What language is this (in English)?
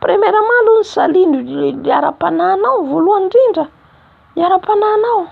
Malagasy